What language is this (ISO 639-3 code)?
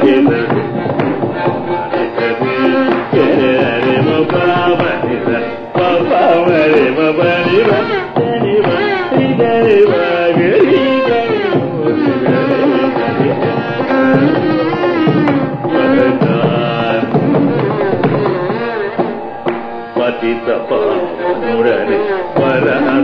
tel